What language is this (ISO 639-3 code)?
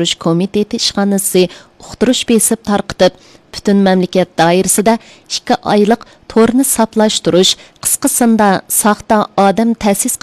uig